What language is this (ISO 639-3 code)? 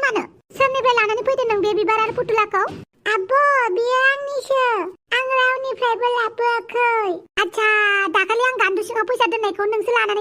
brx